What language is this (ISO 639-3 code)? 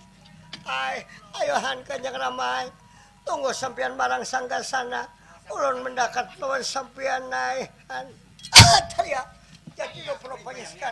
bjn